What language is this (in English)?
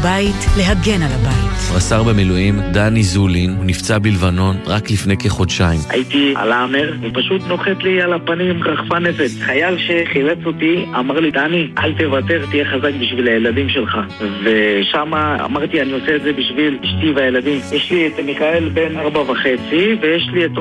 Hebrew